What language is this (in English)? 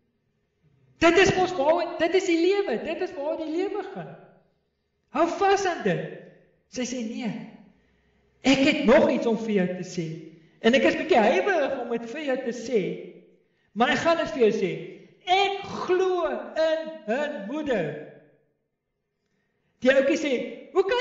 Afrikaans